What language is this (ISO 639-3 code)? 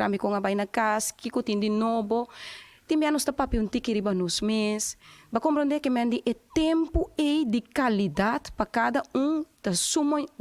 pap